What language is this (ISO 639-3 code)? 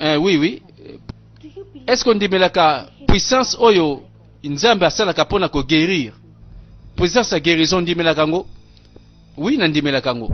lin